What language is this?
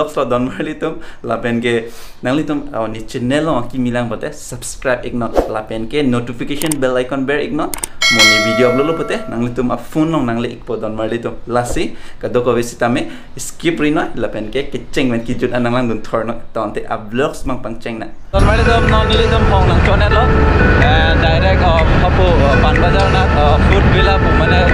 Karbi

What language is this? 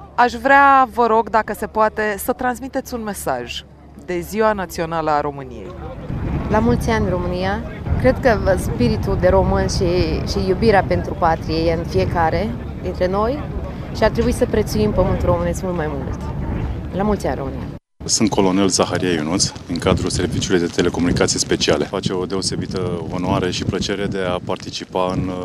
Romanian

